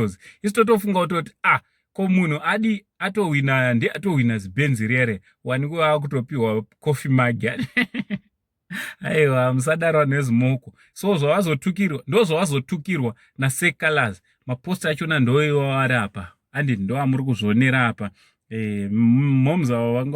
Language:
Shona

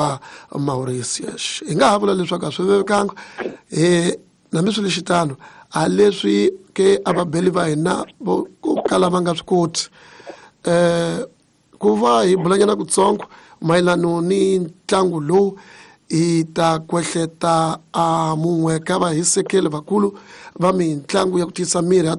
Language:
Tsonga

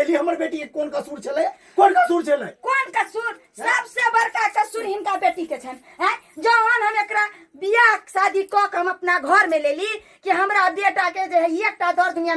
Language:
Maithili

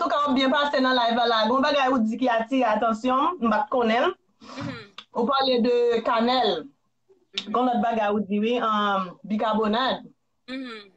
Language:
Haitian Creole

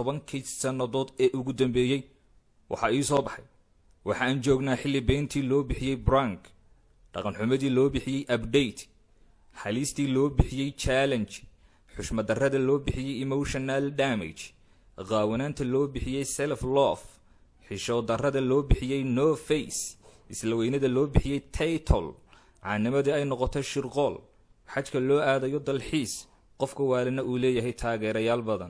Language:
Somali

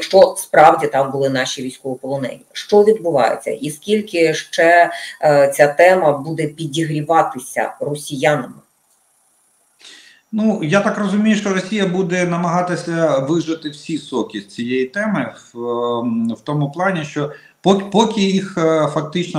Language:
Ukrainian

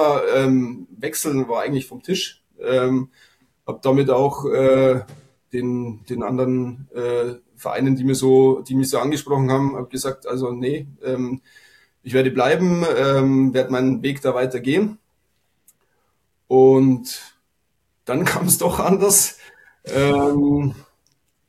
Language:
German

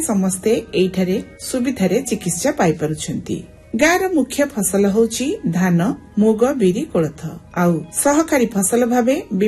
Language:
Odia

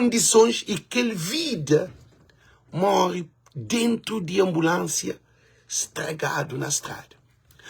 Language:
Kabuverdianu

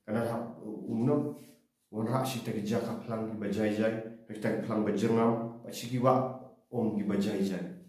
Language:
Khasi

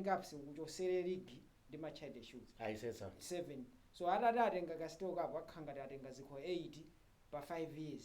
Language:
Nyanja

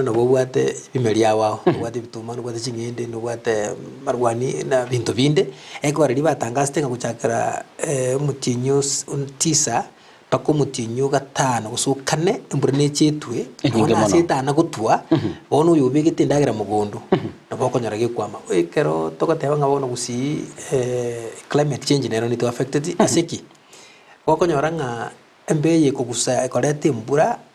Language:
Gusii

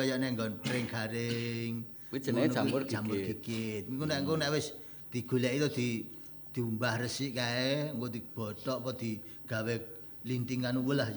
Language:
Javanese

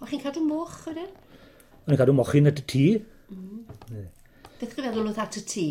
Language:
Welsh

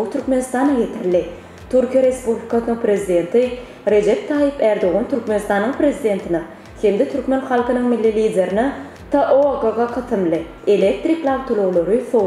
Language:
Turkmen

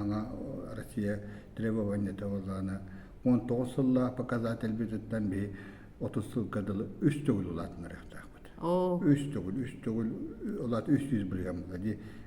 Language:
Yakut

